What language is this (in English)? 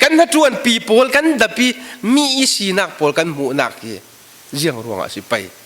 Falam Chin